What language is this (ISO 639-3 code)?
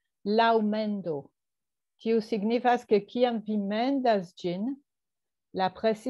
epo